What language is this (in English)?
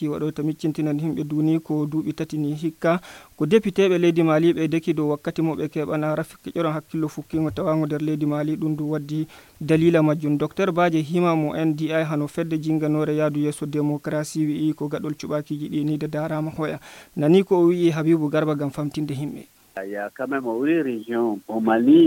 Nigerian Fulfulde